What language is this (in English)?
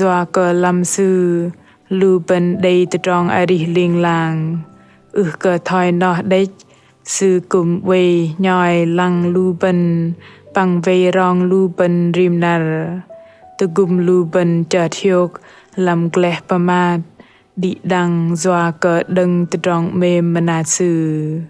Bahnar